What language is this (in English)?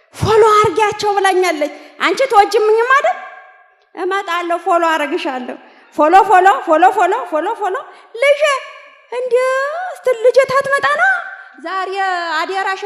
Amharic